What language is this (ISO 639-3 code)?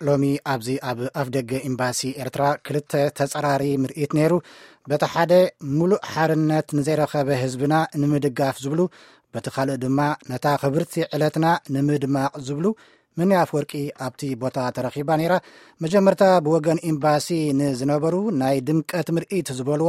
tir